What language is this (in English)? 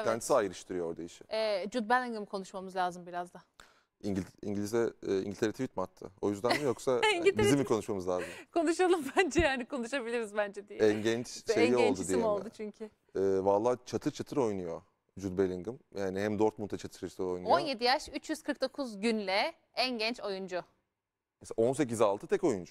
Turkish